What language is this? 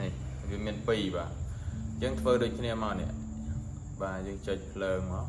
Khmer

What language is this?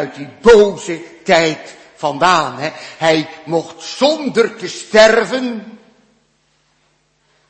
Dutch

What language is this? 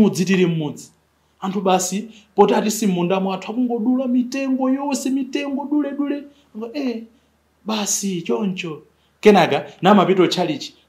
Nyanja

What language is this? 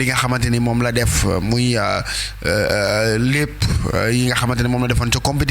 Wolof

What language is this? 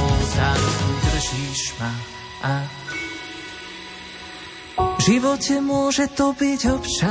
Slovak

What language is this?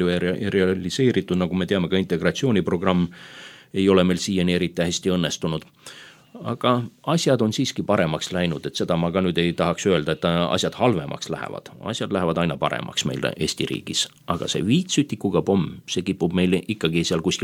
Estonian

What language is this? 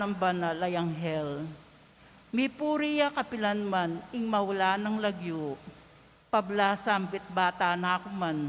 Pampanga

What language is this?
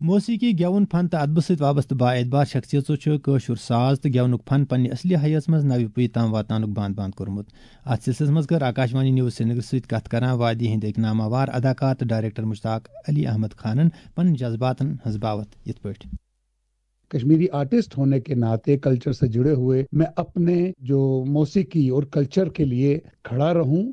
Kashmiri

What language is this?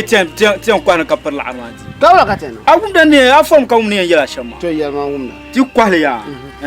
Dagbani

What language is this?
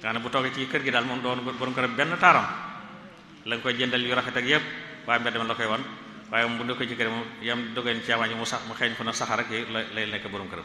Wolof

